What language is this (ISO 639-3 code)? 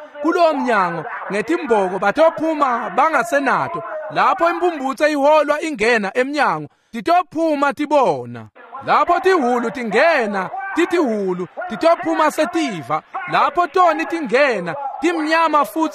ssw